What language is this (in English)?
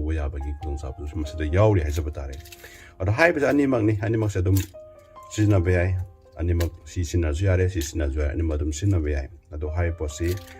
Manipuri